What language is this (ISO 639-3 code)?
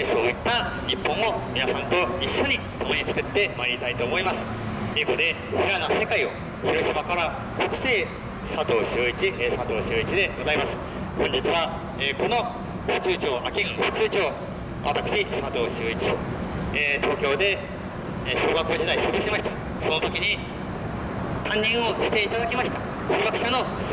jpn